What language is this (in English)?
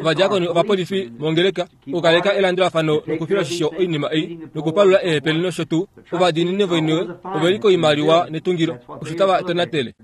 Kuanyama